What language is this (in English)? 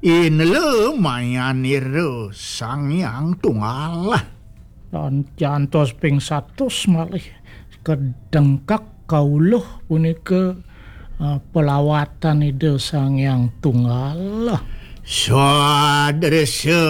Balinese